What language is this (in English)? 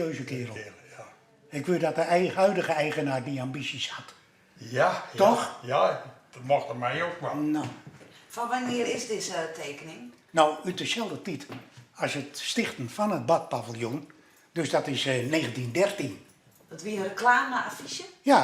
Western Frisian